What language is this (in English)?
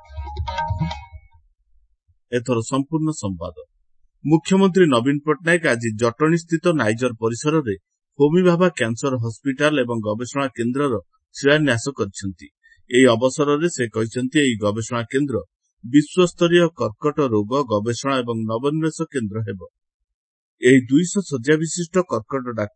Odia